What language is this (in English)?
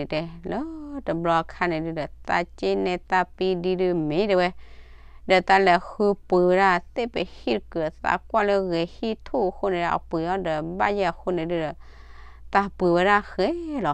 S'gaw Karen